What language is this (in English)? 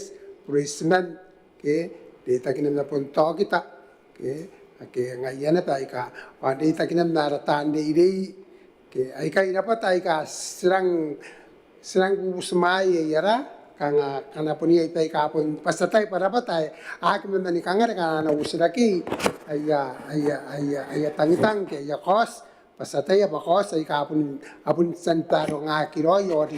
Gilbertese